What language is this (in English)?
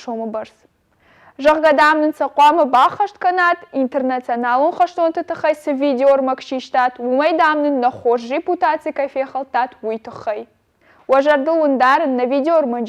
Ossetic